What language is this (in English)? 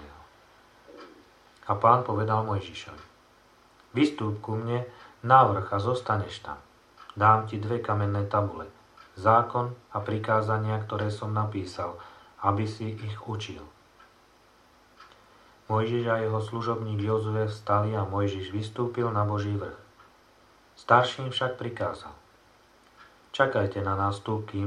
Slovak